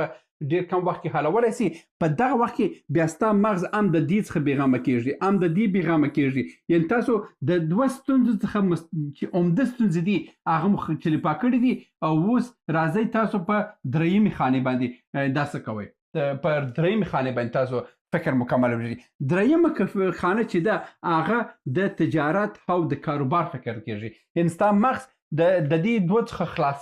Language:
Pashto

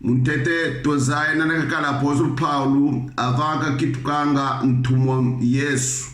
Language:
Kongo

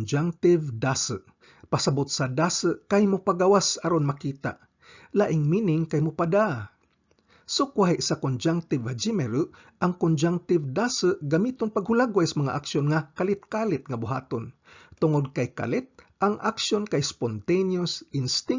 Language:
Cebuano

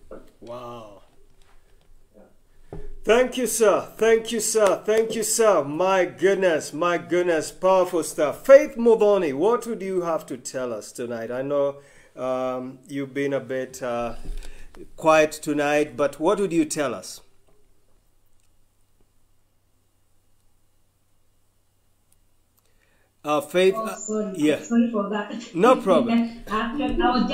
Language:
English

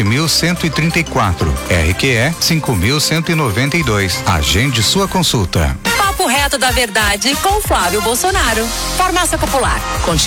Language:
Portuguese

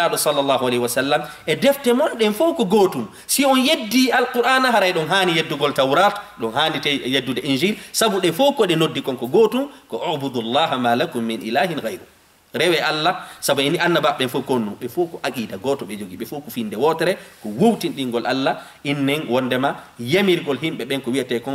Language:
Fula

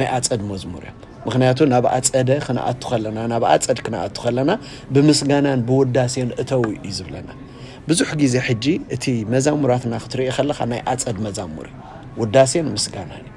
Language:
Tigrinya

